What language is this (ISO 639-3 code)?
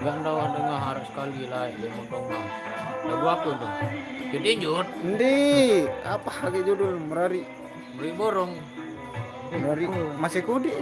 sas